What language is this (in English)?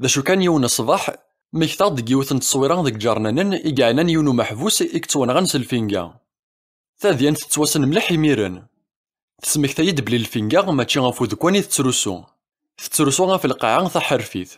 Kabyle